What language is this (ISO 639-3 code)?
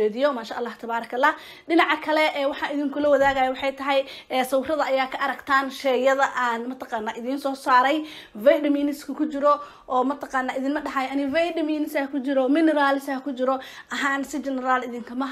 som